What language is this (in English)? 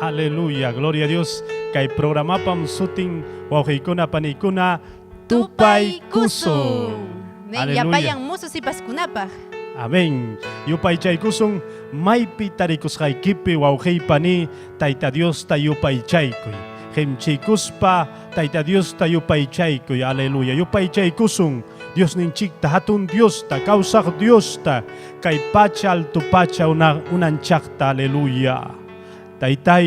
Ayacucho Quechua